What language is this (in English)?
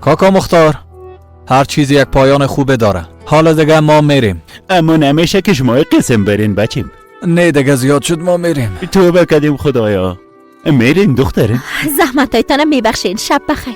Persian